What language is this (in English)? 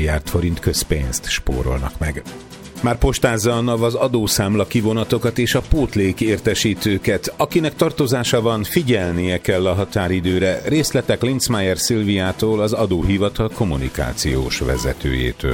Hungarian